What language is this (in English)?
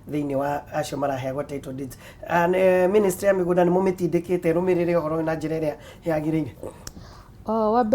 Kikuyu